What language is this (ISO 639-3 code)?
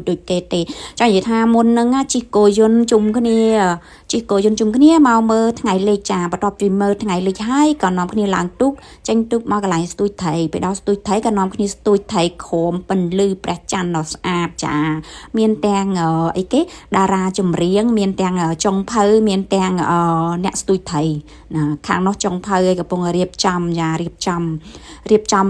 khm